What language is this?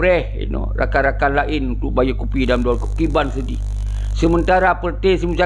Achinese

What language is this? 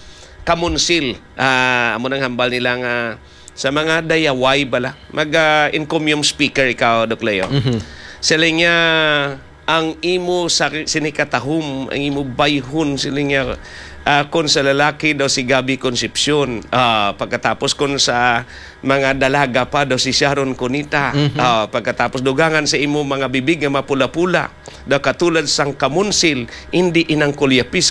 Hiligaynon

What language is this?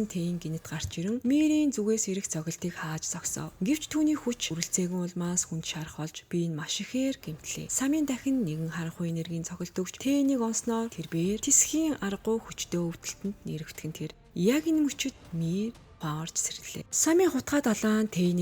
Mongolian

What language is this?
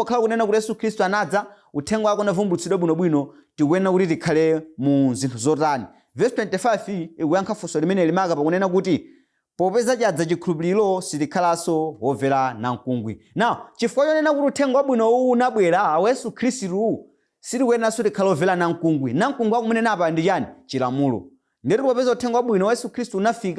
Nyanja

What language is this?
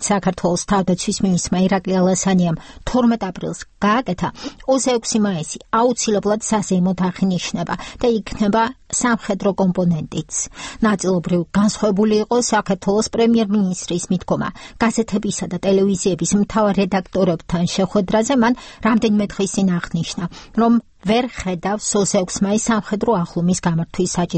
Georgian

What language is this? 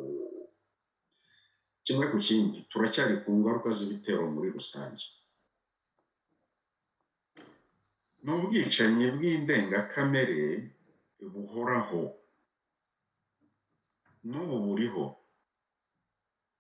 Kinyarwanda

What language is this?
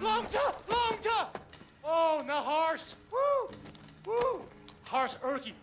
Swiss German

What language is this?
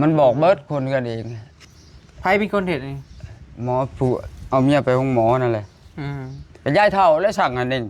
Northeastern Thai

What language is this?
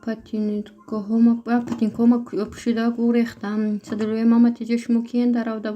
Tajik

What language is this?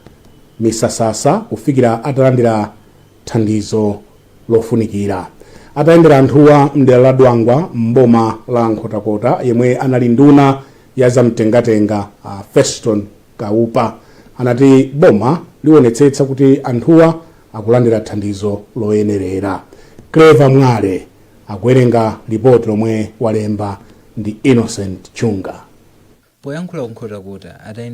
Nyanja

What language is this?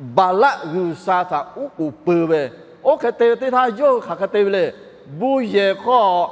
Lahu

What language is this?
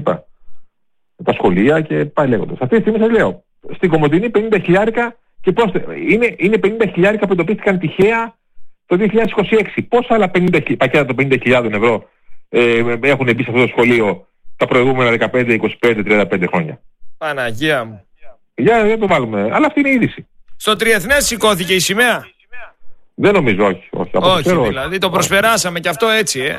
Greek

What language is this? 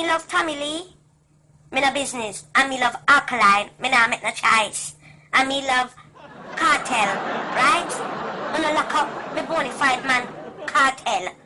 Jamaican Creole English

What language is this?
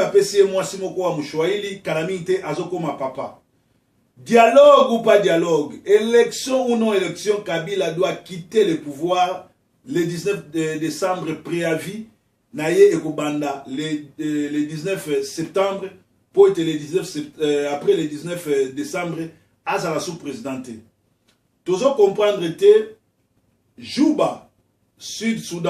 Lingala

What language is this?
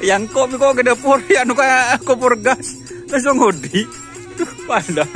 Madurese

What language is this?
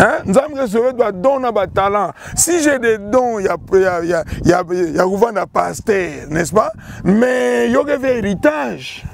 Kituba (Democratic Republic of Congo)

